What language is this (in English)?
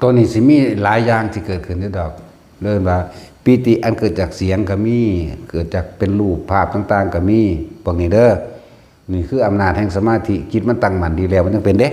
Northeastern Thai